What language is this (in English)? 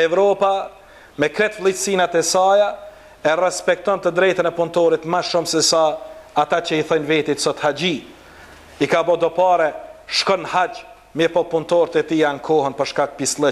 Albanian